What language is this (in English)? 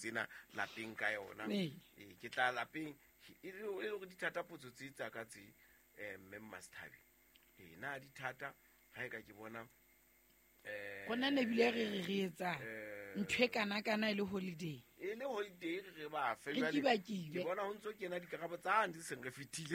Southern Sotho